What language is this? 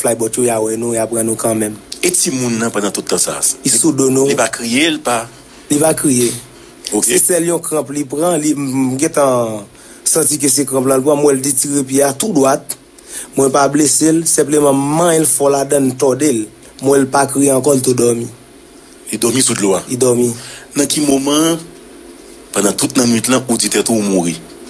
Haitian Creole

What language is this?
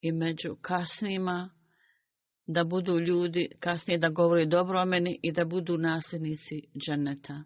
Bosnian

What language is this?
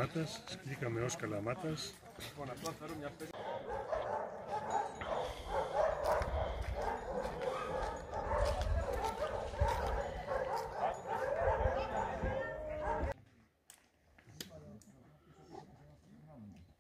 Greek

